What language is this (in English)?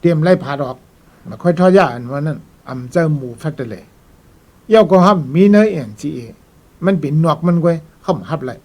Shan